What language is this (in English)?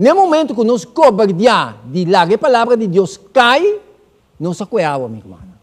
Papiamento